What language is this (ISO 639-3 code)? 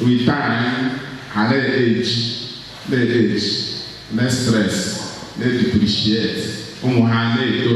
ibo